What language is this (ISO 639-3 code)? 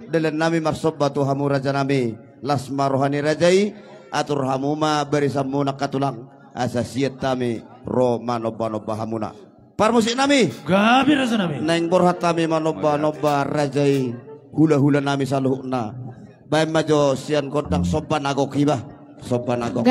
bbc